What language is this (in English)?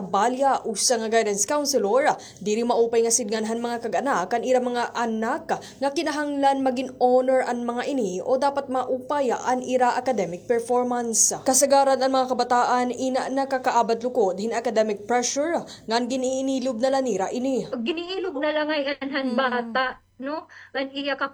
Waray